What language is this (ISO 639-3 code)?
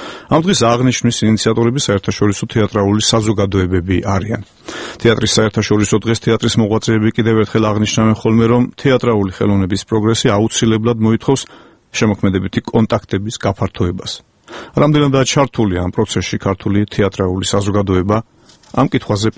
kat